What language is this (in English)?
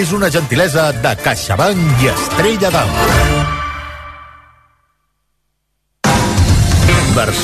Catalan